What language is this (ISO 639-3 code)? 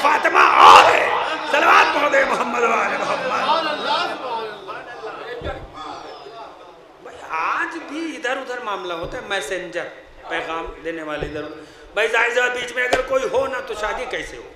urd